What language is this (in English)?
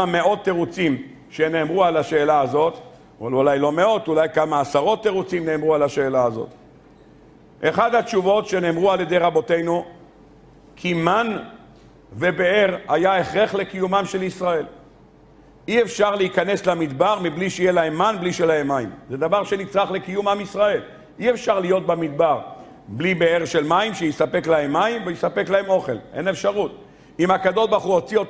Hebrew